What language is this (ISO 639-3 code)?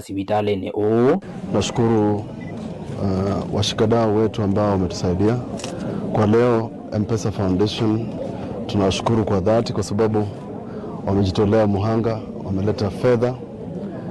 kam